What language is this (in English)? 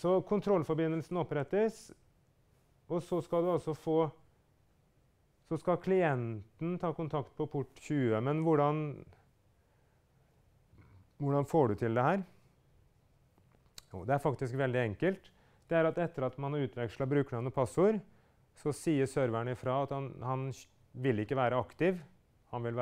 Norwegian